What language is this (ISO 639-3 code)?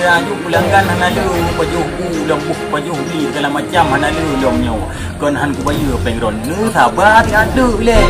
ace